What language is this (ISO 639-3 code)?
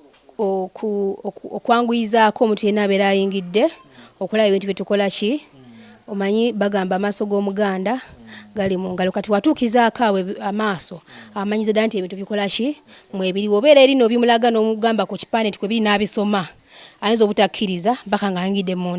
lug